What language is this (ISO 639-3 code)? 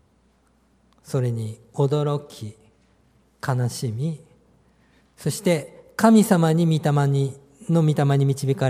jpn